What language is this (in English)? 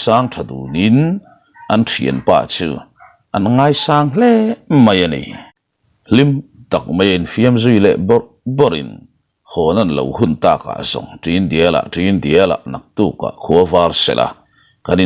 Mizo